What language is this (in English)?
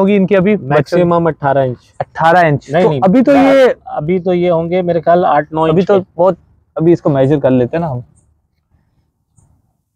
Hindi